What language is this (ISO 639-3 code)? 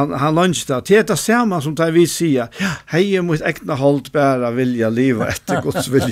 fao